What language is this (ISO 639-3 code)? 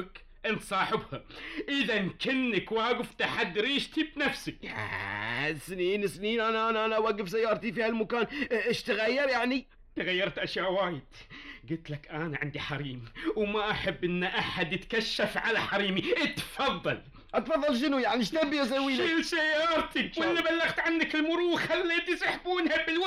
afb